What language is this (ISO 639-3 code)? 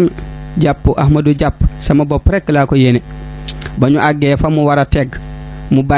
wol